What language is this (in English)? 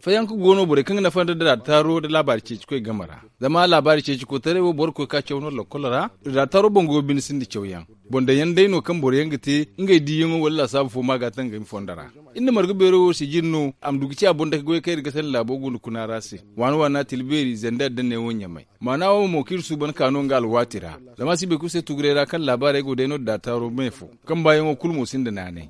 Zarma